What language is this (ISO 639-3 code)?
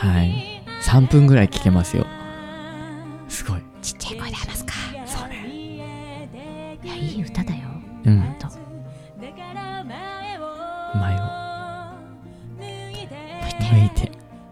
jpn